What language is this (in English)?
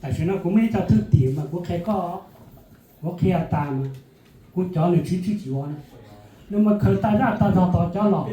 Hmong